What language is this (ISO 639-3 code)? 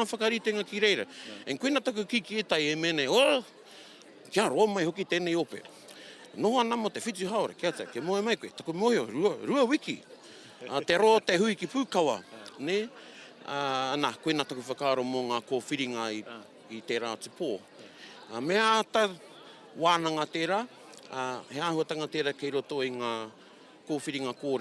mri